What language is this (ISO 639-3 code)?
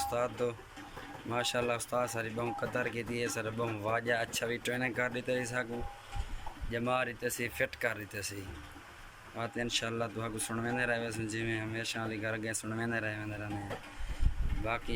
skr